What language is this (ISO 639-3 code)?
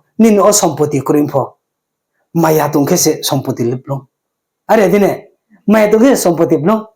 ria